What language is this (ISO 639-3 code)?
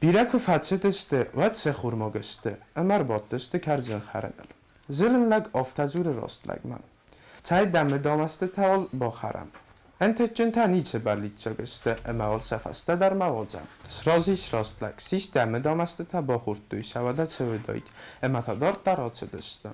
oss